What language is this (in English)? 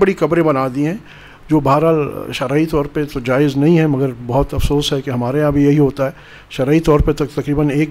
Urdu